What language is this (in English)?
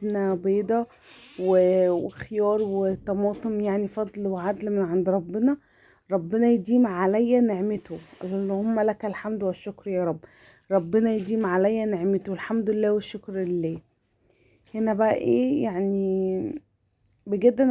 Egyptian Arabic